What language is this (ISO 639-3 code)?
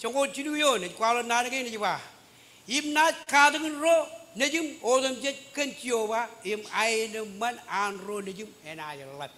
mah